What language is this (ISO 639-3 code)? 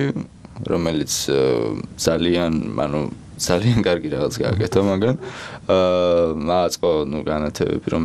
kat